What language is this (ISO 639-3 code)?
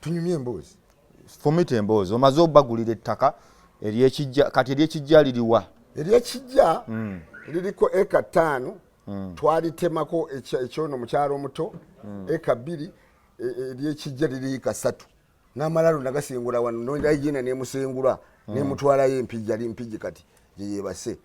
lug